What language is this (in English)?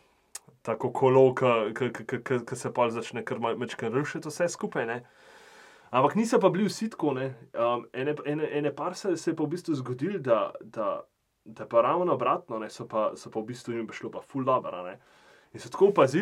Slovenian